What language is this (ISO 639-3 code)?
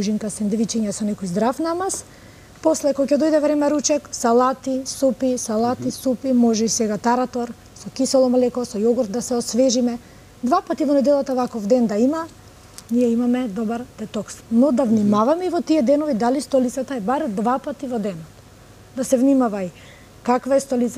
mkd